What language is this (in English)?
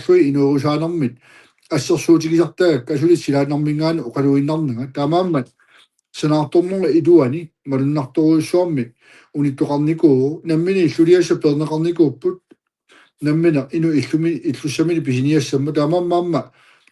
Kalaallisut